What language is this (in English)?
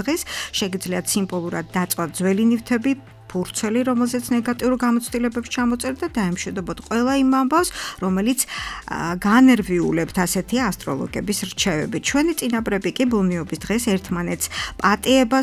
Georgian